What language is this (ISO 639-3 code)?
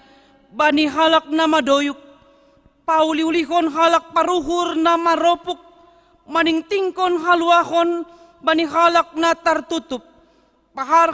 bts